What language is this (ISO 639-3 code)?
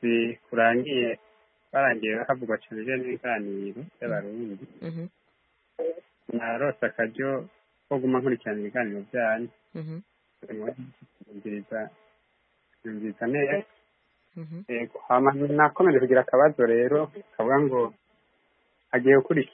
kin